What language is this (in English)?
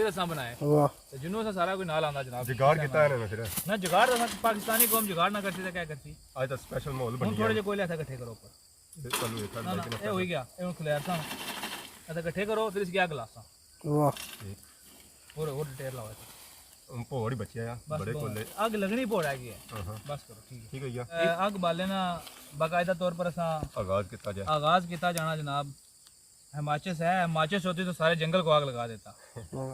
Pahari-Potwari